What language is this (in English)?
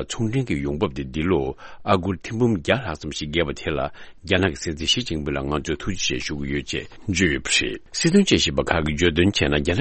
Tibetan